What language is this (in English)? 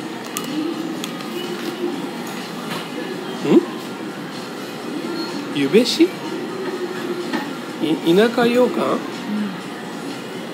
Japanese